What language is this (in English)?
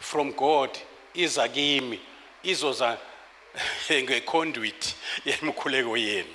Zulu